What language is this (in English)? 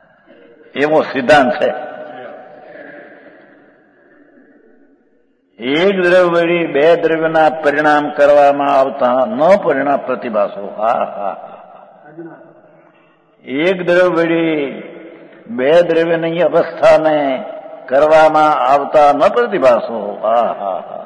Gujarati